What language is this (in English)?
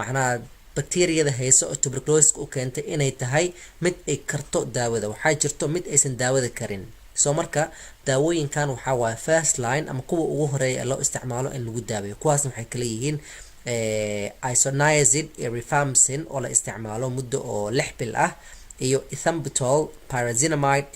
Somali